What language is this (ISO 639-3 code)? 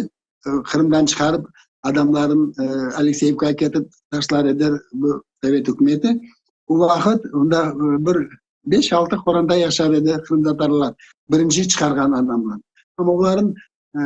crh